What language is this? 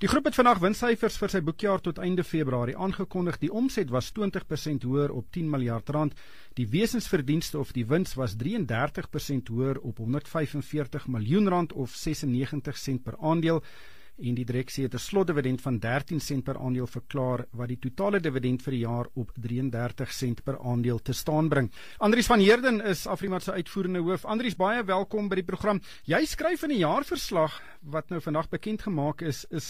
Afrikaans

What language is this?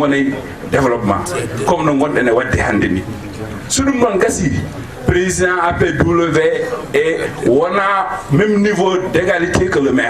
Fula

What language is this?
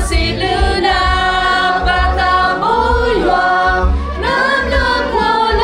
S'gaw Karen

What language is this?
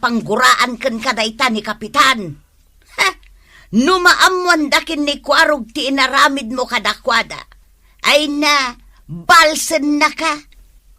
Iloko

